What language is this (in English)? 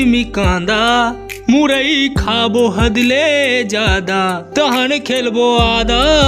Chhattisgarhi